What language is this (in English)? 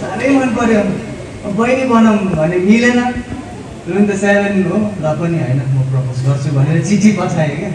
Nepali